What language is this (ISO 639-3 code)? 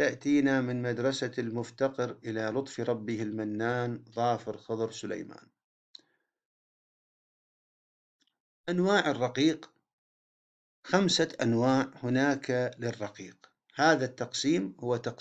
ara